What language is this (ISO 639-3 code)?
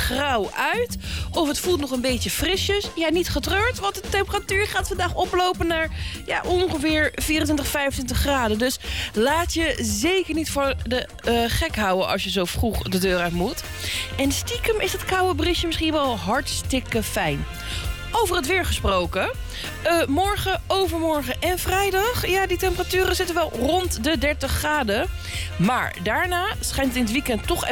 nld